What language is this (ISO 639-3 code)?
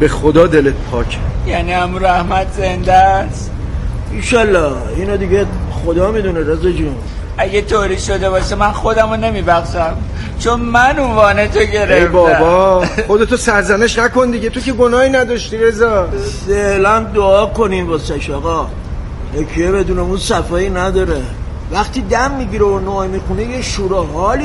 fas